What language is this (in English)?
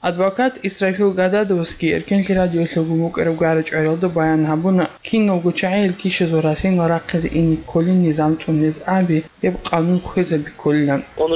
Avaric